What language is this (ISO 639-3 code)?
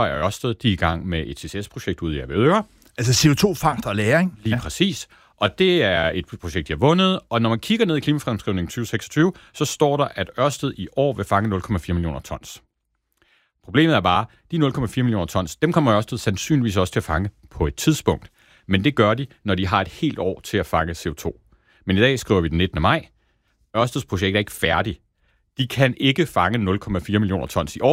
dan